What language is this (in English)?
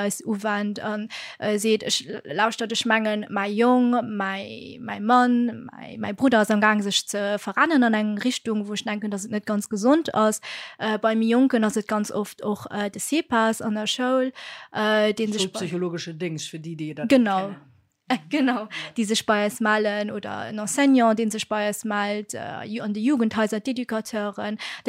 Luxembourgish